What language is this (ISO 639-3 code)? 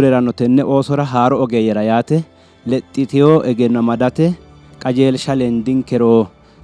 sid